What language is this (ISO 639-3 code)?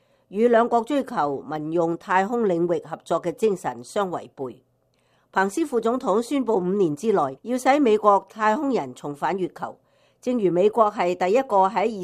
yue